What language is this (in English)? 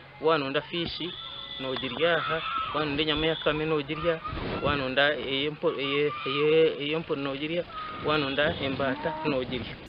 Nyankole